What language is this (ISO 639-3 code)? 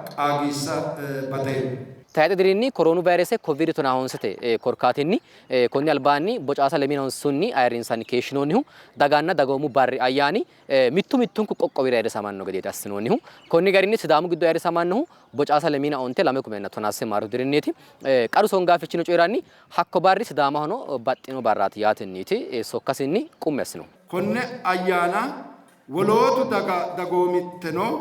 sid